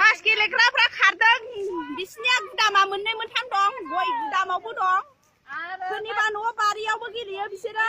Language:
Bodo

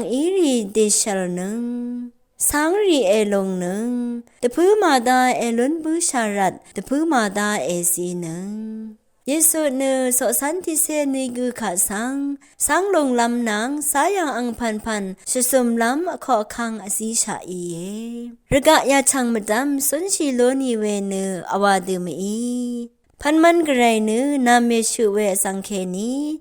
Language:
Rawang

